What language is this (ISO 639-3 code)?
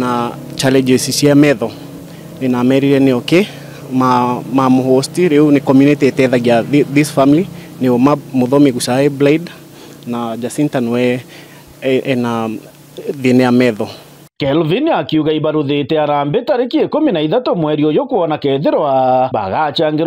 mer